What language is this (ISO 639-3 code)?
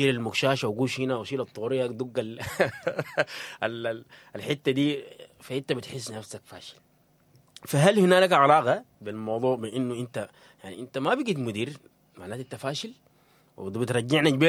apd